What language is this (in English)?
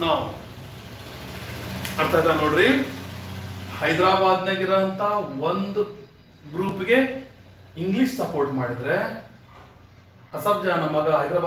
Kannada